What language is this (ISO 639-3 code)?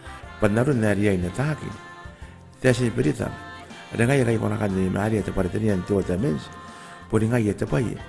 gil